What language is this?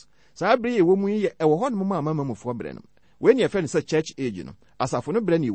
Akan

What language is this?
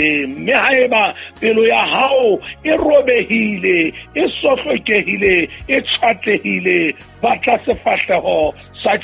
Southern Sotho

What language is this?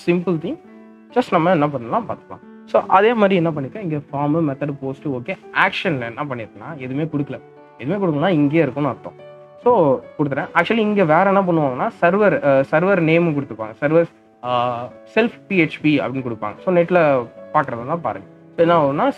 Tamil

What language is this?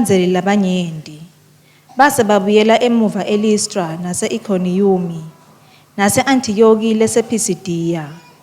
Swati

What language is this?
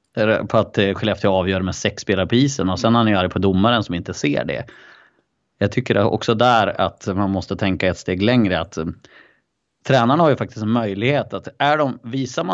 Swedish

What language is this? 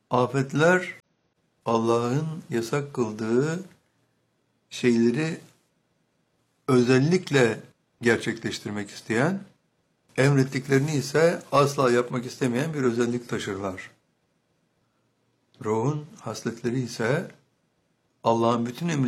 Turkish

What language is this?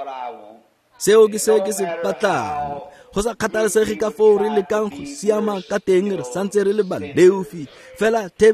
Tswana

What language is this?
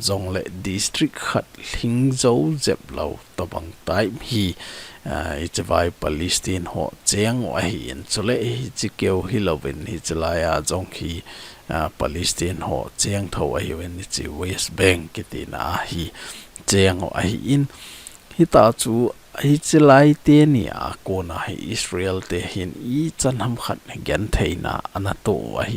Thado Chin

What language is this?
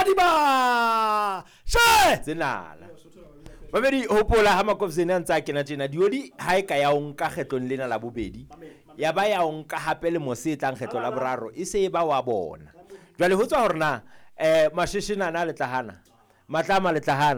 Southern Sotho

